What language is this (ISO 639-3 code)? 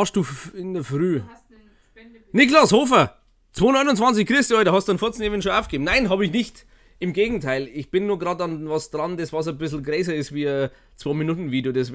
bar